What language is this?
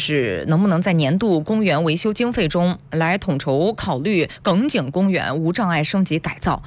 Chinese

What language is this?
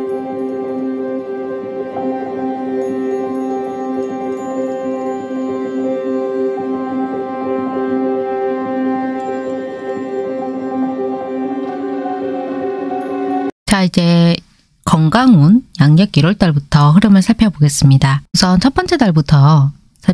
Korean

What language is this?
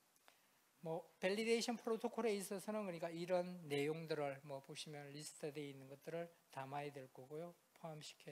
Korean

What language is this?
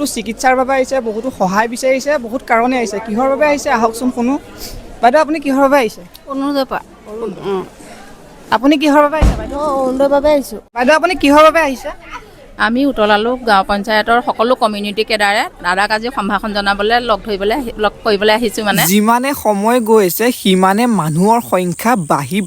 Assamese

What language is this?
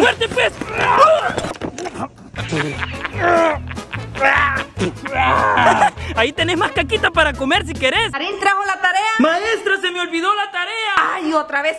Spanish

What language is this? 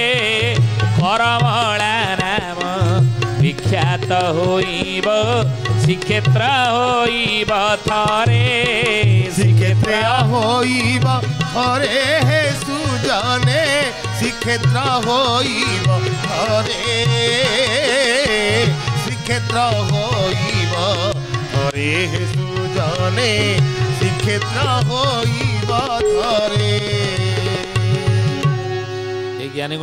Odia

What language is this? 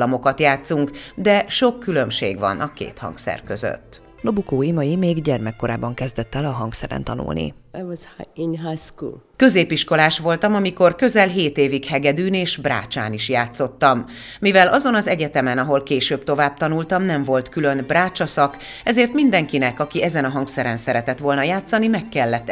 Hungarian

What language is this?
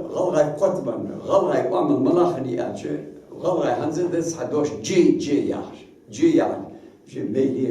Ingush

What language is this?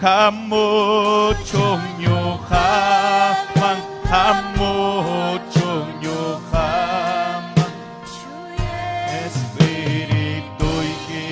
Ayacucho Quechua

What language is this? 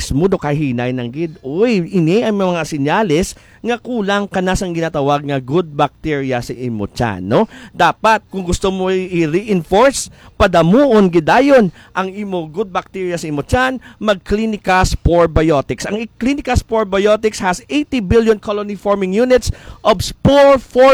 Hiligaynon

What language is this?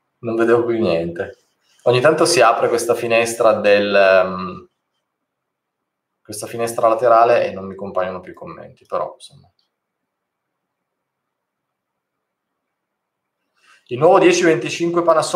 Italian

